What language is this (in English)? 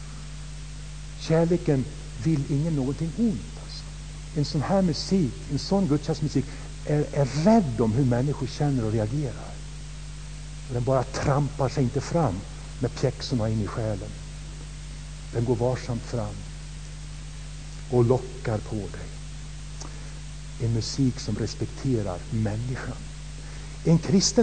Swedish